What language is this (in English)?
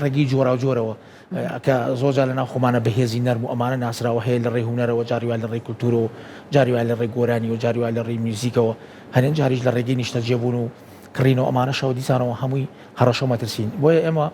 Central Kurdish